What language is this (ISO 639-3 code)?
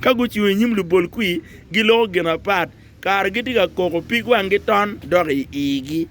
ach